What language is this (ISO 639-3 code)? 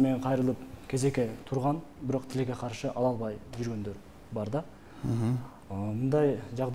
kir